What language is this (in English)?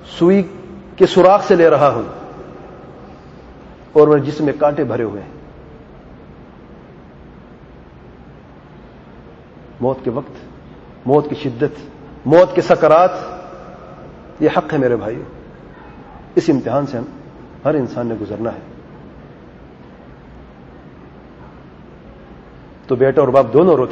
Urdu